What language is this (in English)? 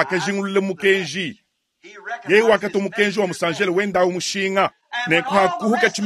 Luba-Lulua